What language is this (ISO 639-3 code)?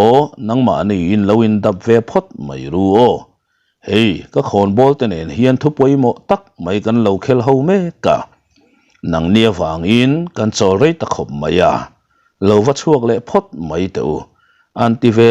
lus